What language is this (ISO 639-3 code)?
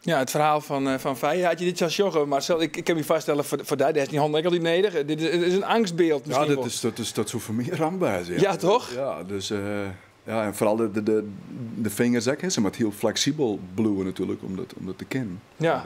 fry